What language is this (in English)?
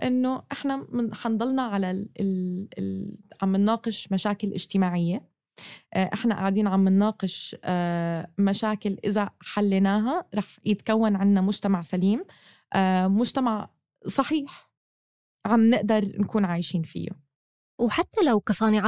North Levantine Arabic